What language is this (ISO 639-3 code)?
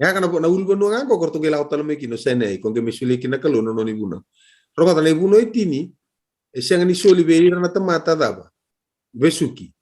fij